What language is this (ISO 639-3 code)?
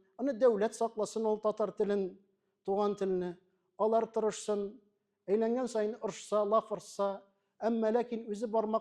tat